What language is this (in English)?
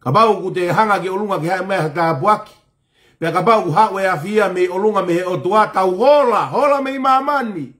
Tongan